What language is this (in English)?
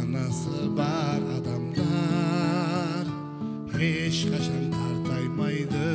Kara-Kalpak